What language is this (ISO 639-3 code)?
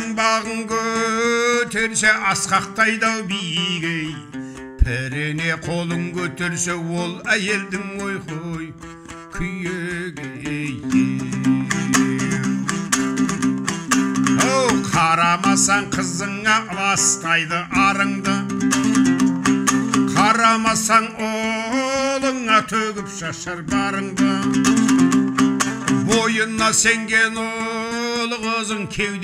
kaz